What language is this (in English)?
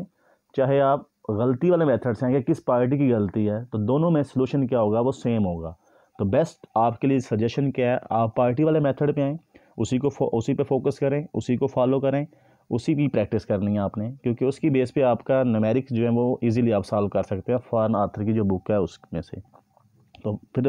Hindi